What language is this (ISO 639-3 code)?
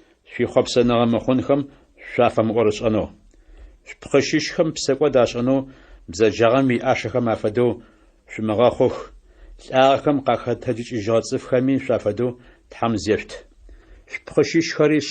ady